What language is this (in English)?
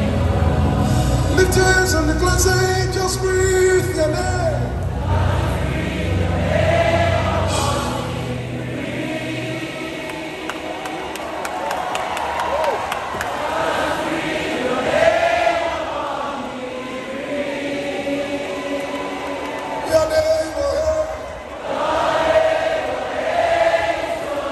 English